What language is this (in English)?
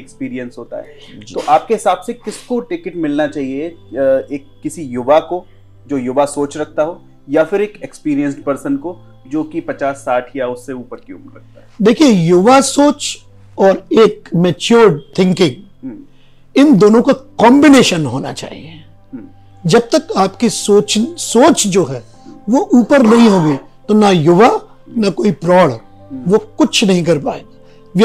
Hindi